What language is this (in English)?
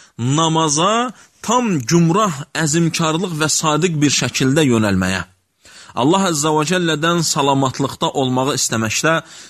Azerbaijani